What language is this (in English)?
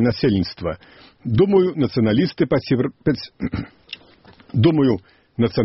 Belarusian